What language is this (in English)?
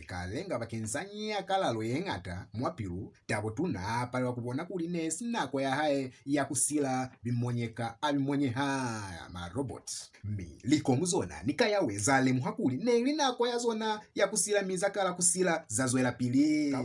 Lozi